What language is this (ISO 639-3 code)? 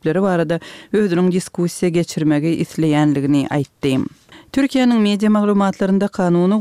tuk